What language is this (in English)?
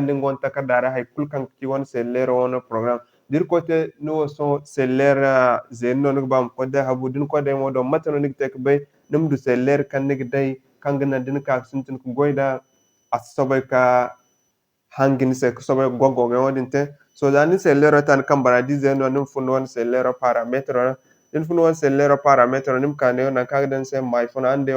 Zarma